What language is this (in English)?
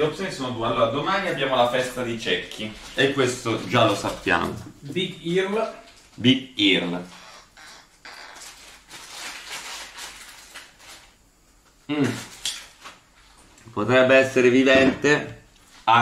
Italian